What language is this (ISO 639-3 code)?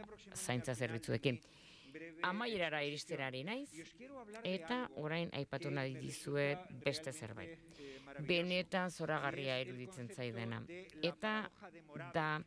eus